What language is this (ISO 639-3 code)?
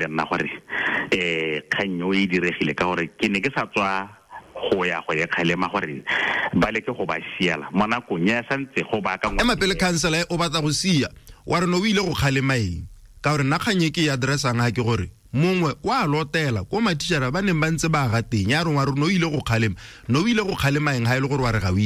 tsn